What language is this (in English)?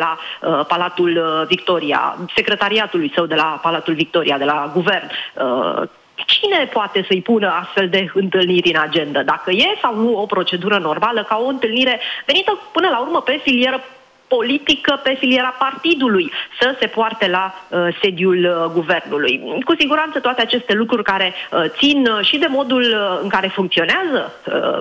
Romanian